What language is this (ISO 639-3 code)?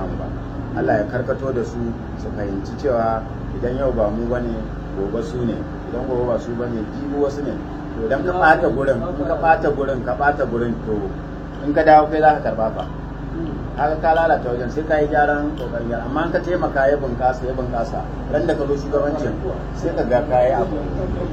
hau